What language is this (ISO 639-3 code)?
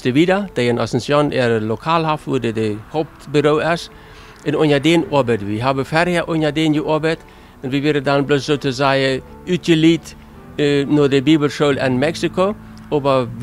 pdt